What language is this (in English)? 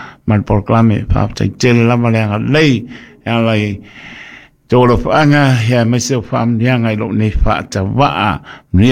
Samoan